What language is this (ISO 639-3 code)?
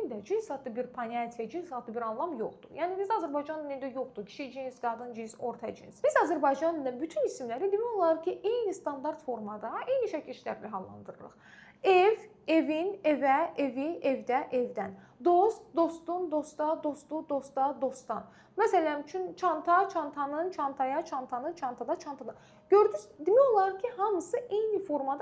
aze